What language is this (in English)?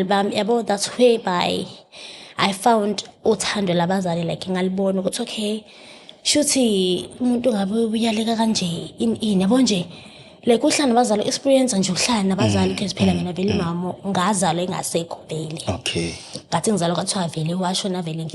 Zulu